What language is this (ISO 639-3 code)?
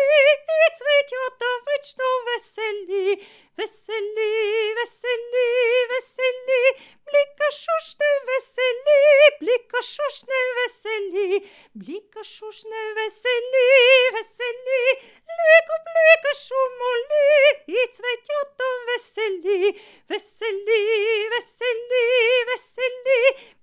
slv